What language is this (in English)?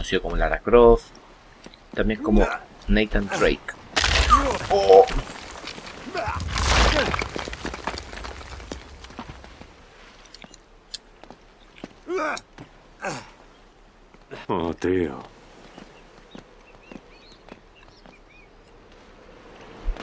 Spanish